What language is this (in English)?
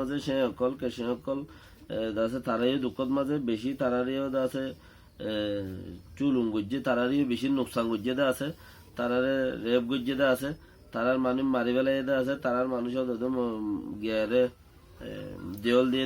Rohingya